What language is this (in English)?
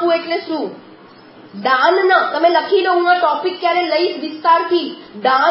Gujarati